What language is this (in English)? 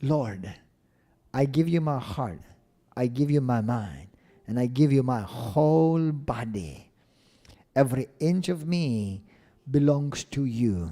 English